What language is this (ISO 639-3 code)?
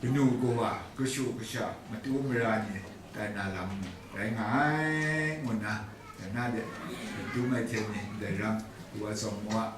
kac